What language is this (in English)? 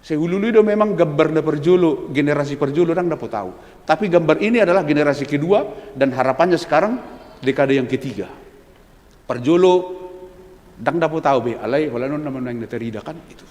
Batak Toba